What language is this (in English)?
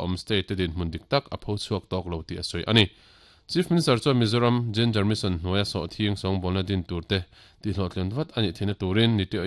Mizo